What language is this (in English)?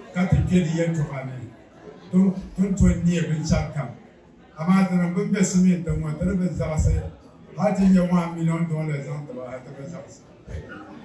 Dagbani